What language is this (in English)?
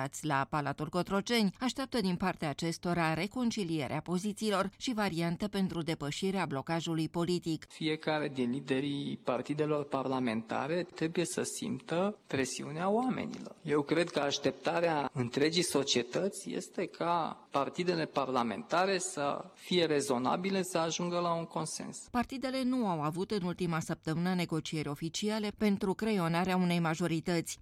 Romanian